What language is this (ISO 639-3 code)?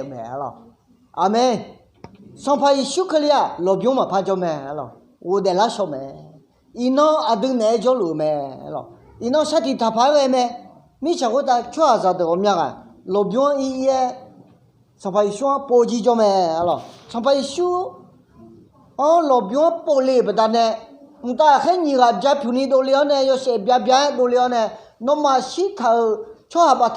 ahk